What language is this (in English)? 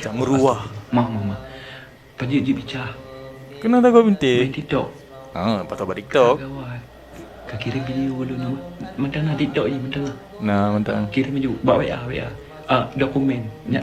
Achinese